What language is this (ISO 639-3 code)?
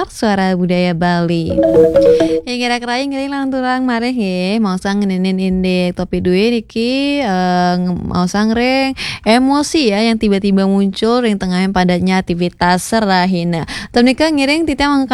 ban